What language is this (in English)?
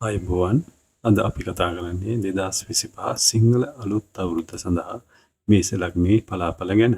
Sinhala